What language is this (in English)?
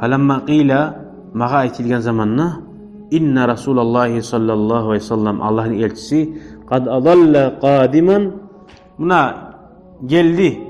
Kumyk